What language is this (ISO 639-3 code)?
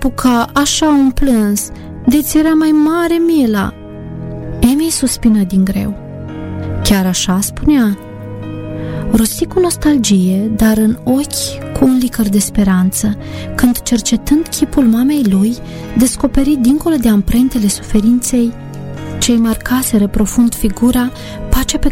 ron